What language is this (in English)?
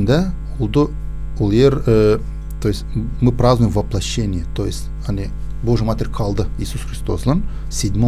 Gagauz